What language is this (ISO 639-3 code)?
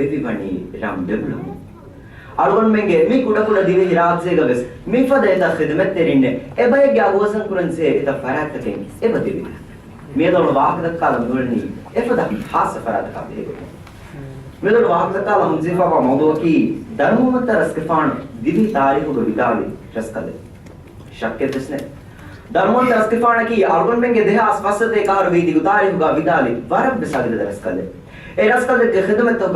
div